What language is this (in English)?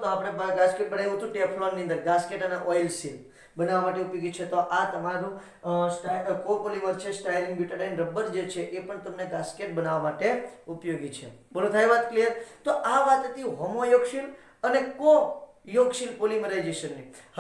Gujarati